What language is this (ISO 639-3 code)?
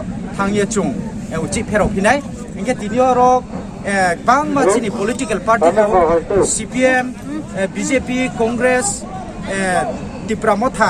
ria